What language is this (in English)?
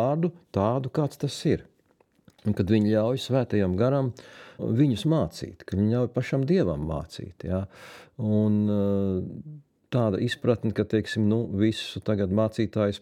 Latvian